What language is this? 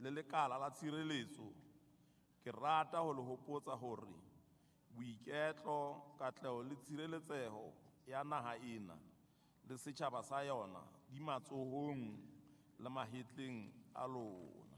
Southern Sotho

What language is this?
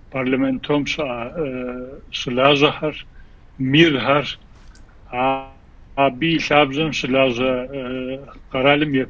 Kabardian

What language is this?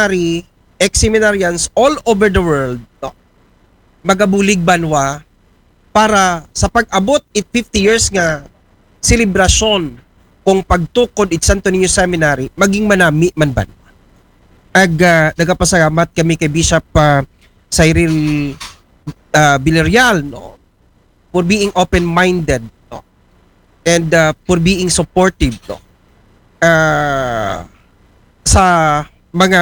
Aklanon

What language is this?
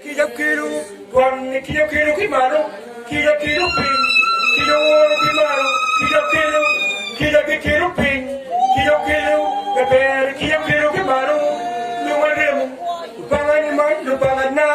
Acoli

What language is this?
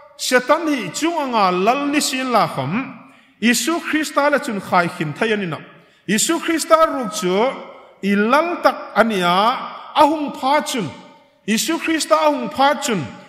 Hmar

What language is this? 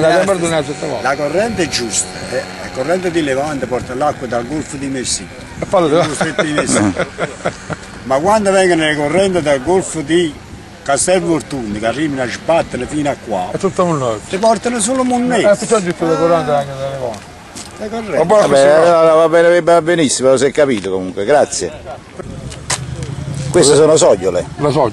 Italian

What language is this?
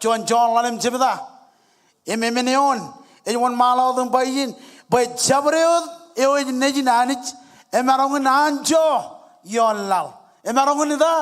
Marshallese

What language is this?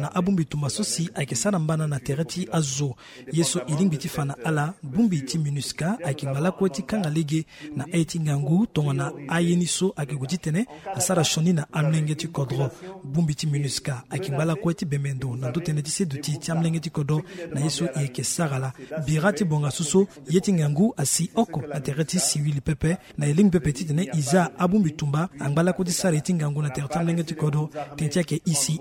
Sango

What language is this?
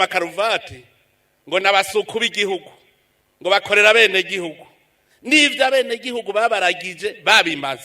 Rundi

